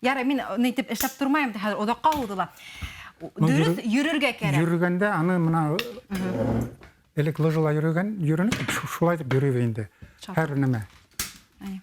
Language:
Bashkir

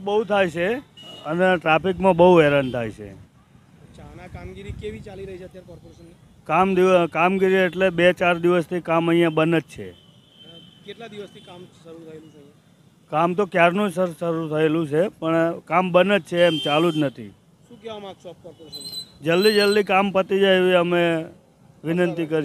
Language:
Gujarati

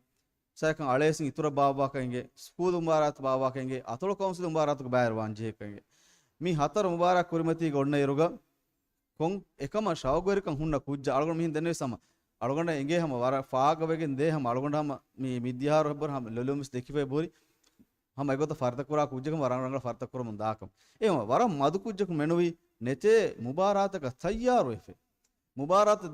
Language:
Divehi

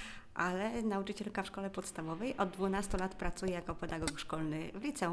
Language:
Polish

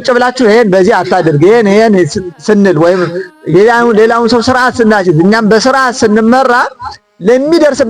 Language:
Amharic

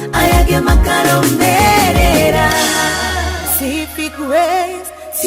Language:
Kikuyu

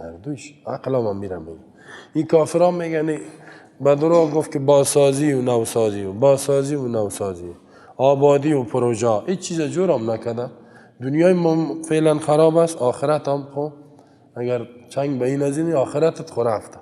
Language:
Persian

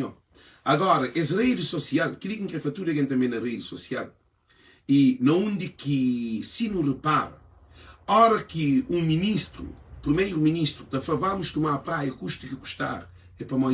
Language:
Kabuverdianu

